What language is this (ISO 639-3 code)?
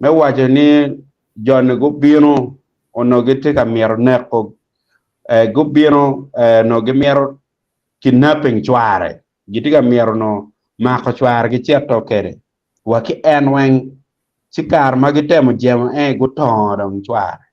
ach